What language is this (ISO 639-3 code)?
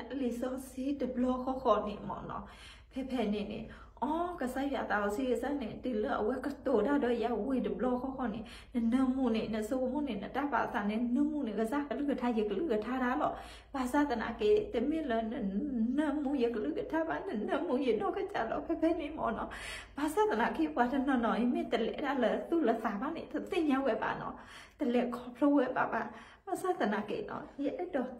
ksw